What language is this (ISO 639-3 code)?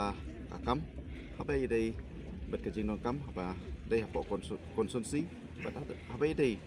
kha